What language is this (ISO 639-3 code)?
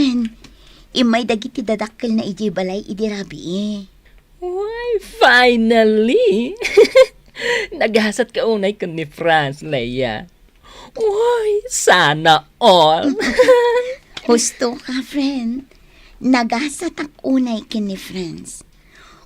ilo